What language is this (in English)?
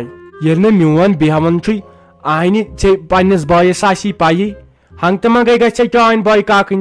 Kashmiri